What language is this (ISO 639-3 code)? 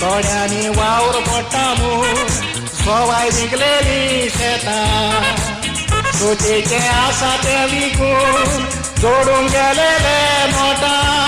kok